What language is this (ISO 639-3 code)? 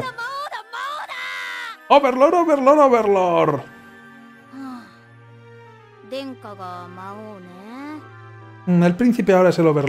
spa